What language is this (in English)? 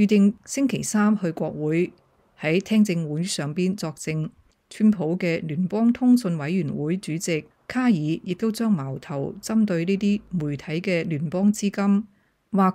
Cantonese